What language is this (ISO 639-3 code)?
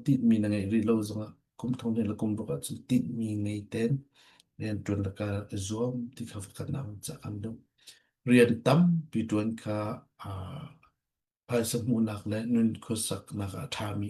cnh